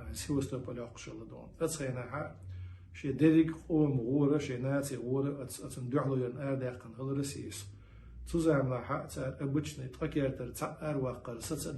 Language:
Chechen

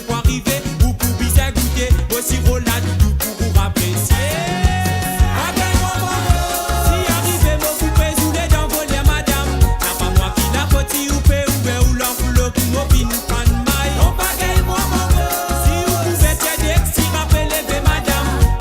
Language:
Morisyen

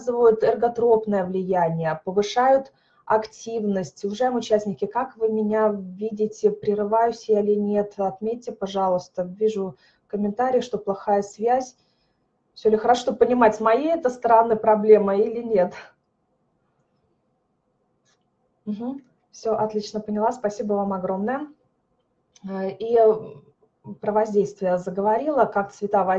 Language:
Russian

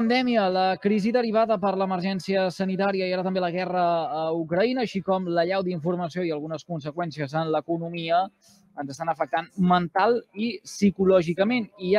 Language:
Catalan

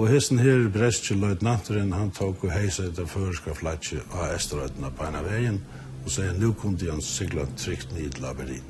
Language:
Faroese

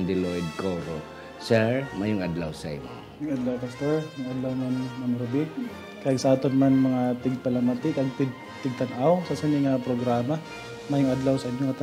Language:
Hiligaynon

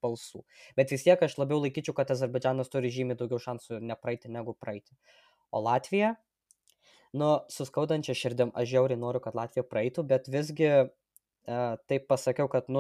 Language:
Lithuanian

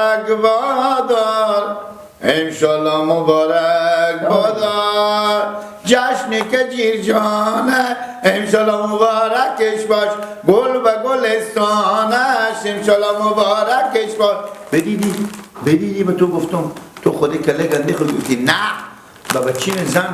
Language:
Persian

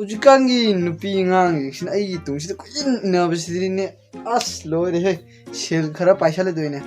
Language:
Manipuri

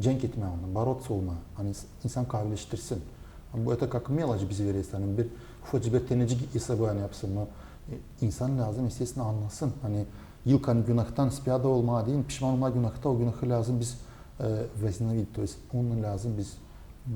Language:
Gagauz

